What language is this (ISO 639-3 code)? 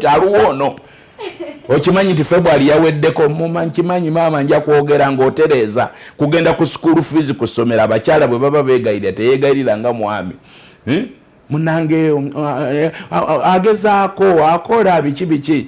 lug